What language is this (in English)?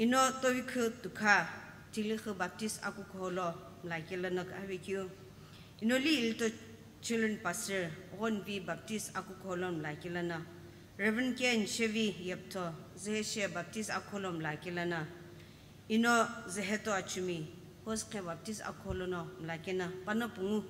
Sumi Naga